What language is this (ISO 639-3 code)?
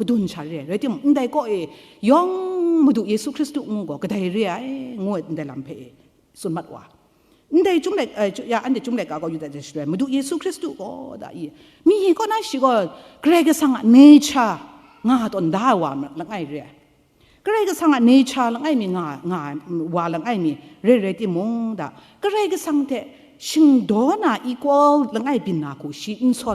kac